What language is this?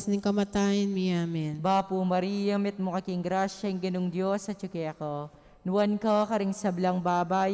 Pampanga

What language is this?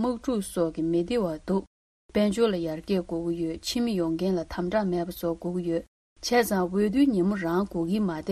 Tibetan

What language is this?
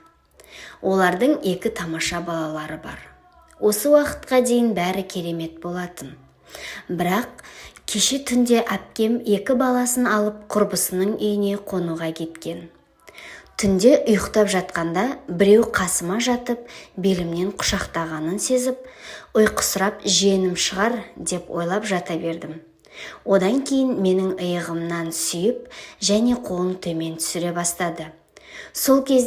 Kazakh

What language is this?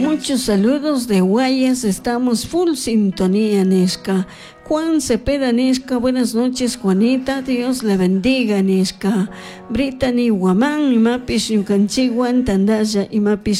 Chimborazo Highland Quichua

